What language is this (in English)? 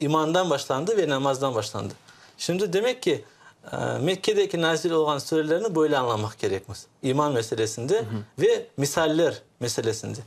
Crimean Tatar